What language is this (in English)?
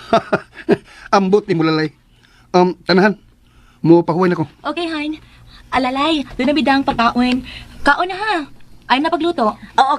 Cebuano